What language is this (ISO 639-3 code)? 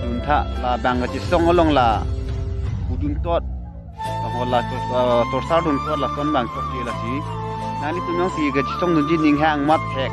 mjw